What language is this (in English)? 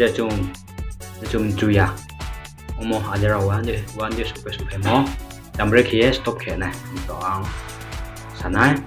Riang (India)